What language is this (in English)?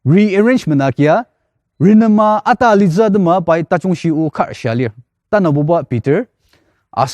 Ao Naga